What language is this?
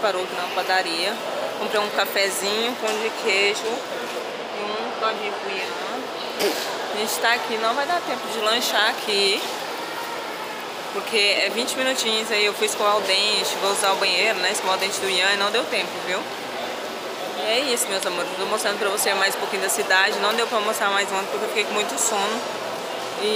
Portuguese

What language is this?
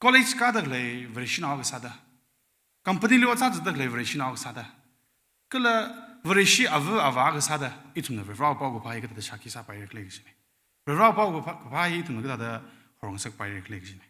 Tangkhul Naga (India)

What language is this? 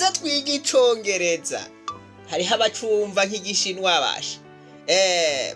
Rundi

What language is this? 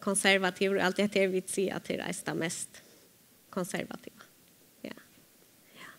Faroese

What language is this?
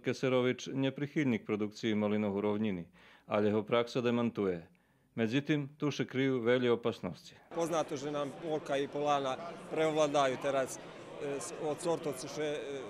Rusyn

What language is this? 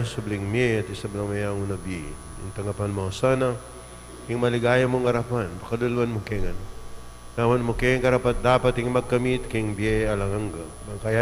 Pampanga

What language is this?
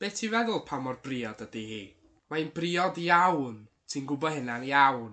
Welsh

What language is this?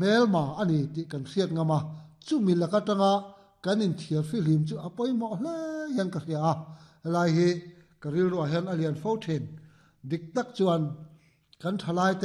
Mizo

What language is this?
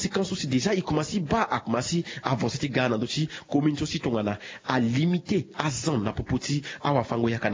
Sango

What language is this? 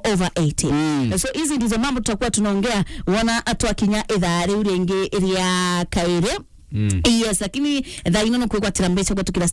Meru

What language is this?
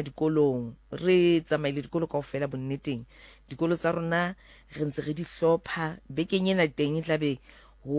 Southern Sotho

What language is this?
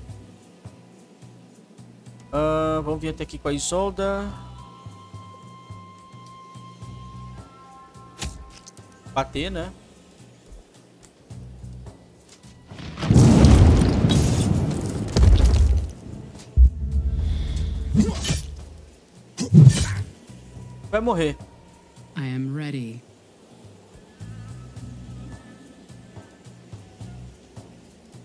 Portuguese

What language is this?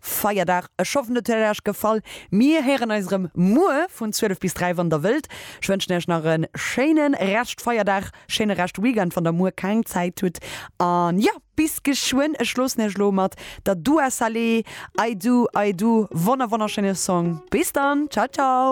Luxembourgish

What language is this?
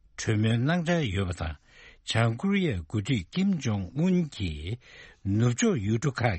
Tibetan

